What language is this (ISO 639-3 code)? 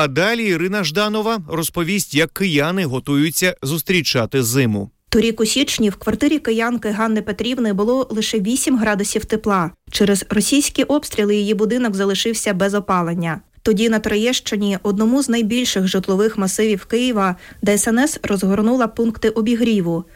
ukr